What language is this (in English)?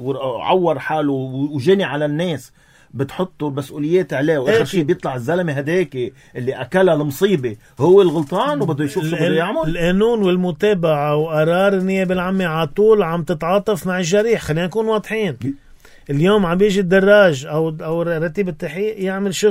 North Levantine Arabic